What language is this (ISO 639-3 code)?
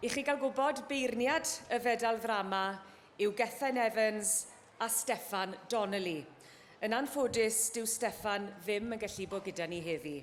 cym